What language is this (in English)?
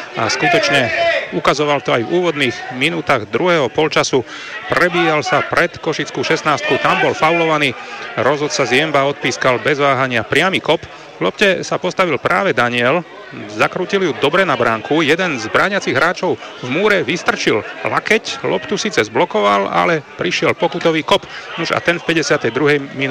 Slovak